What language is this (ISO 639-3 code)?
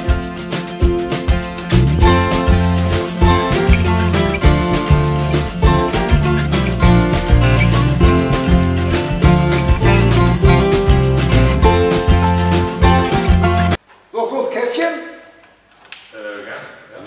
deu